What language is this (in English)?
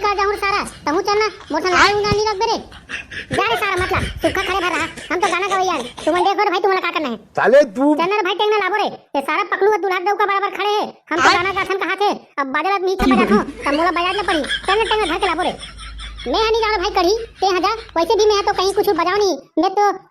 Chhattisgarhi